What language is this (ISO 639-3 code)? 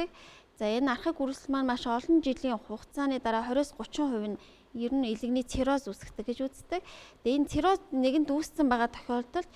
mon